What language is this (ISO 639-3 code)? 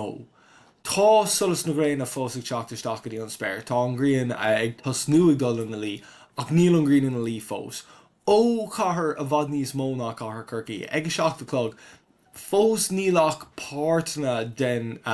gle